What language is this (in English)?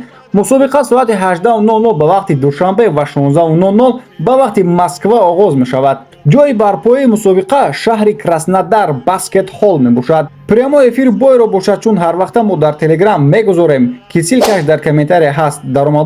Tajik